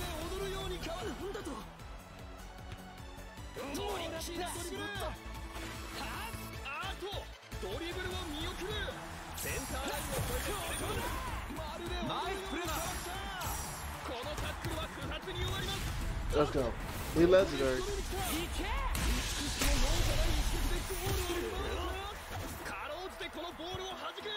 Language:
Japanese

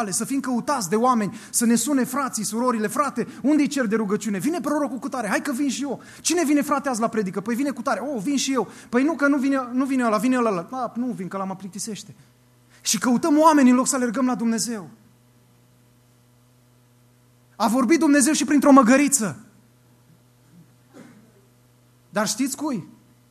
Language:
Romanian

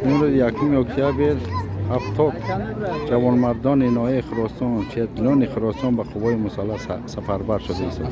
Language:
Tajik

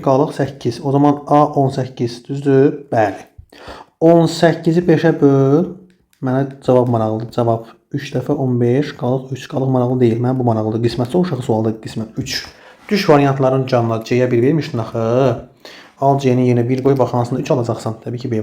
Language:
Azerbaijani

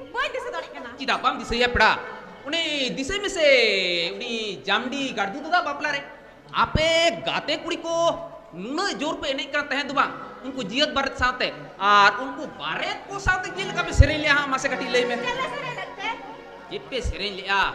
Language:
Santali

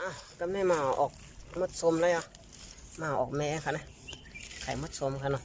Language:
Shan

